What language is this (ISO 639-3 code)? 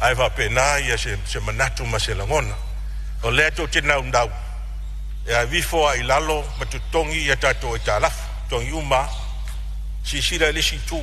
smo